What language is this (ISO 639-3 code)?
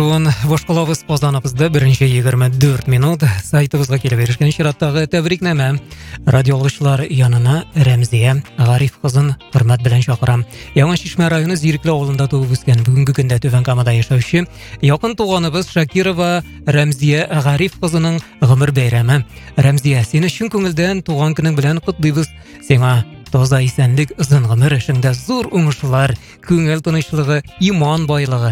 tat